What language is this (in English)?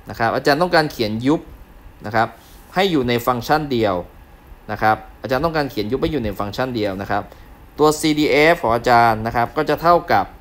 Thai